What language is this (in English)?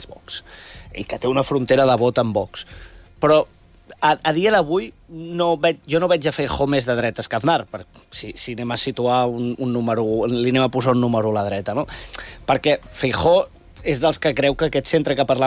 Catalan